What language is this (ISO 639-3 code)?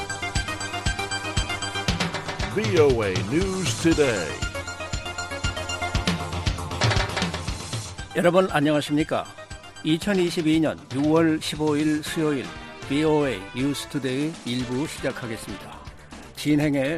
kor